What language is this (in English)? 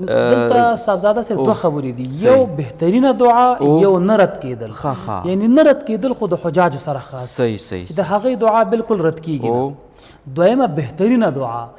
Pashto